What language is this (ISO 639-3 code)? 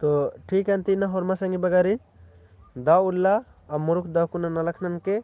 kru